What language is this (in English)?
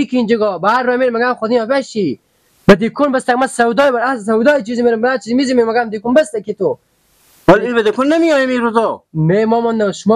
Persian